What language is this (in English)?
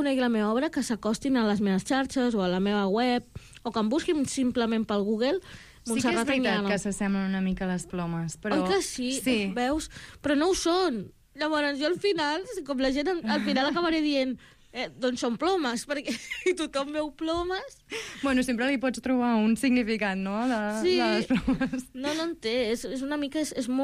Catalan